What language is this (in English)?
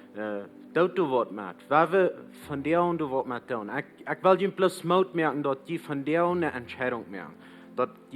Plautdietsch